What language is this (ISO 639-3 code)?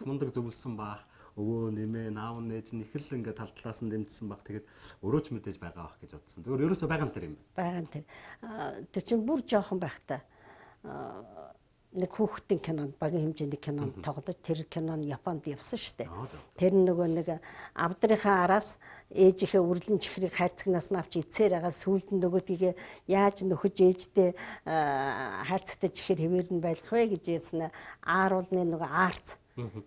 mon